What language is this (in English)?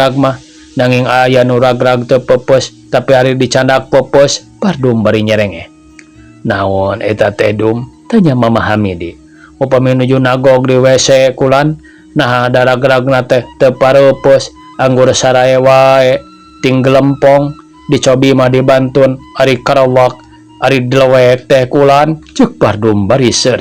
Sundanese